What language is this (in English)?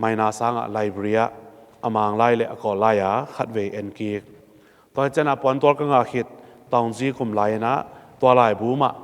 Tedim Chin